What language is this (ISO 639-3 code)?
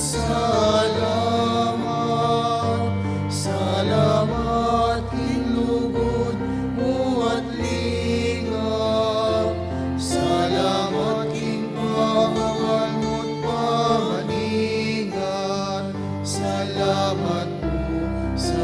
pam